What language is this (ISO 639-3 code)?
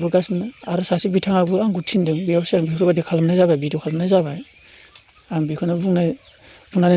brx